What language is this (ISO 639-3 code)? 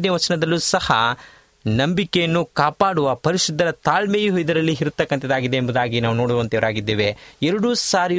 kan